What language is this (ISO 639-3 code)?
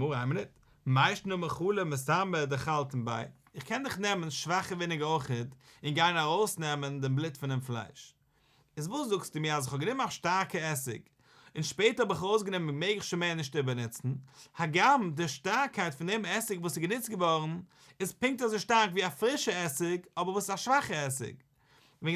yid